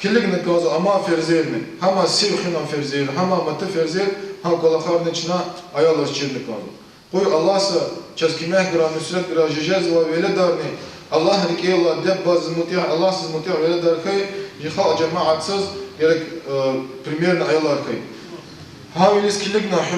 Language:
Lezghian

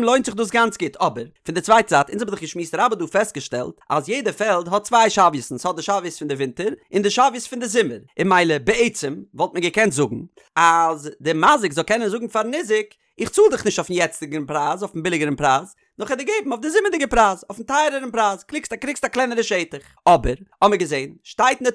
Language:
Yiddish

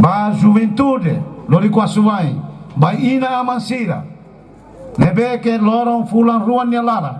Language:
Tetum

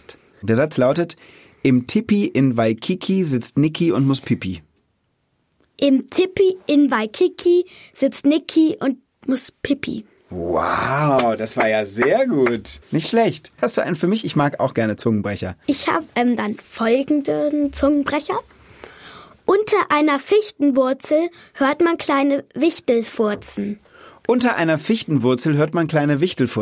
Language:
German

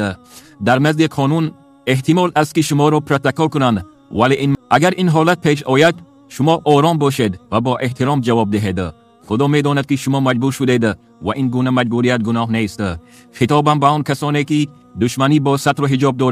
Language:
Tajik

